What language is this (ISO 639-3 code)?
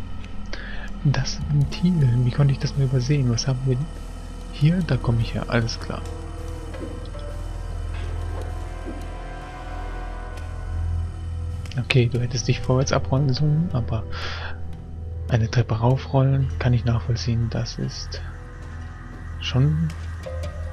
deu